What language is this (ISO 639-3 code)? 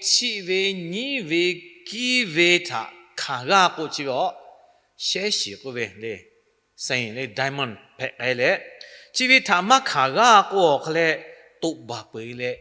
lhu